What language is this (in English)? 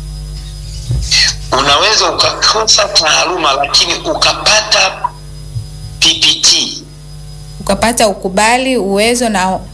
Swahili